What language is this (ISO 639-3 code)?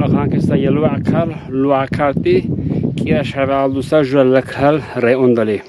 lbe